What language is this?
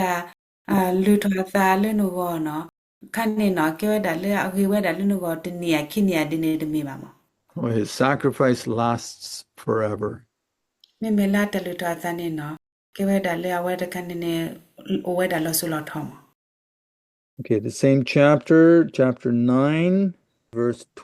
S'gaw Karen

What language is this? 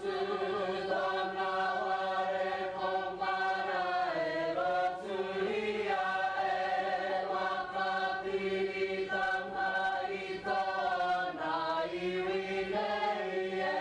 Māori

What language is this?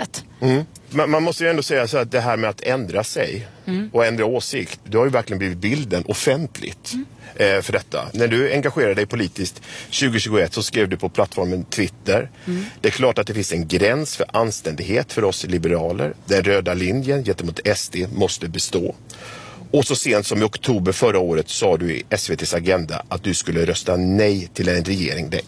Swedish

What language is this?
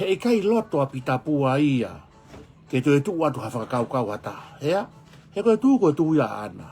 Tongan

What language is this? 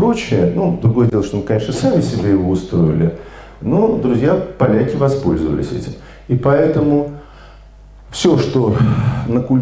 Russian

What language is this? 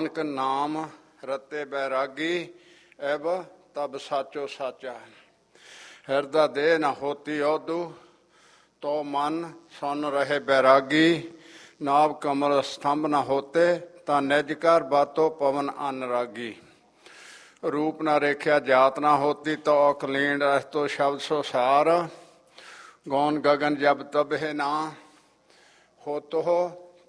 Punjabi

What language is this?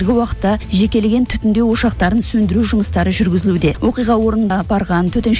Kazakh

